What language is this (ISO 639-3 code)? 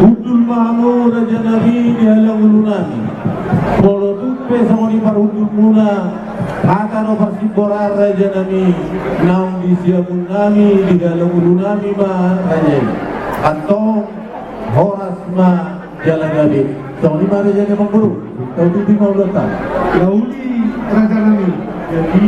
bbc